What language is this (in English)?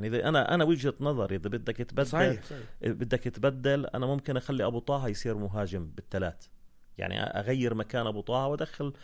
North Levantine Arabic